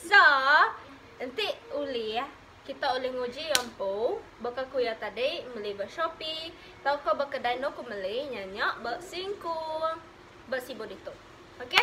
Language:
Iban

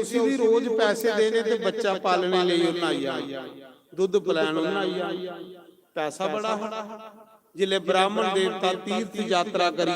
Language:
Dogri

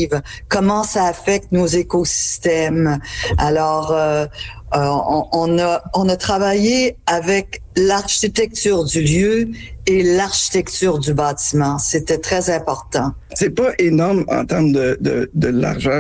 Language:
French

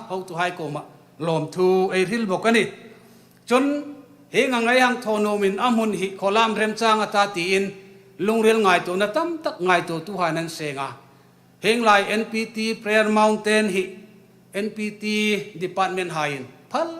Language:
Hmar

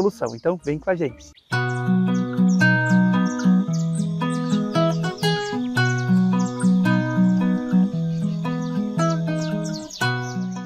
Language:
Portuguese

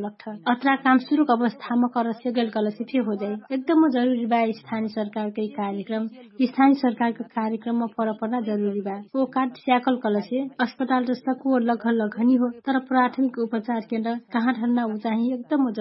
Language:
Dangaura Tharu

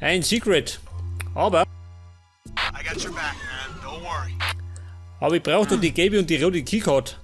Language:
Bavarian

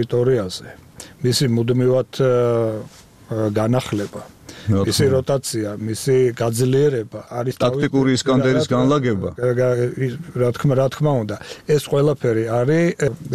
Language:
Georgian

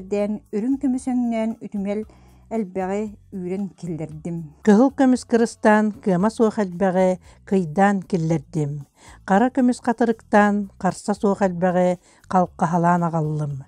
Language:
Yakut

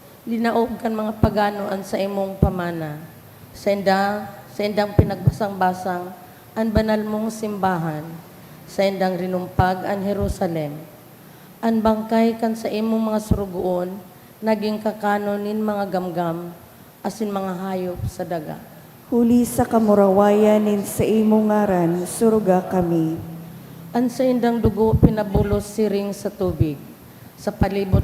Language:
Bikol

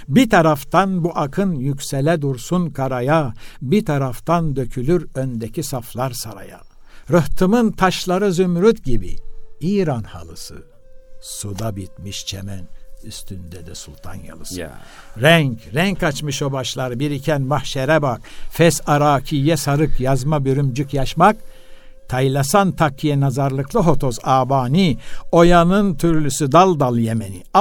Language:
Turkish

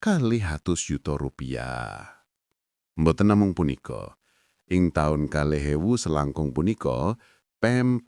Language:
Javanese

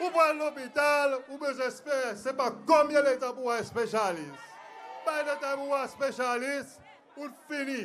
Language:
Seselwa Creole French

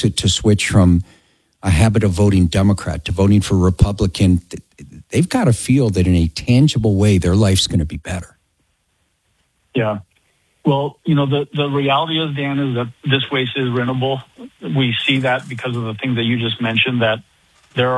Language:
English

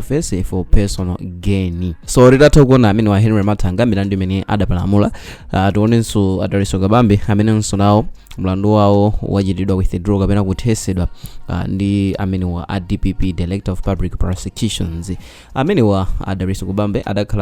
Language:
Nyanja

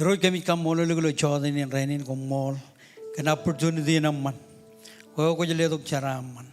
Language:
Marshallese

